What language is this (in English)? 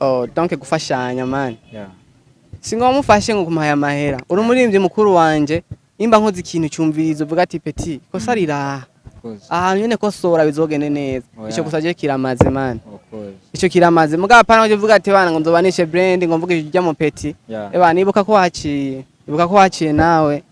Rundi